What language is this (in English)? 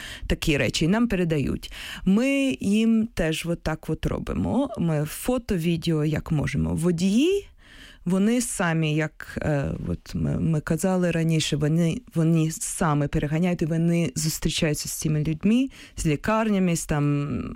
Ukrainian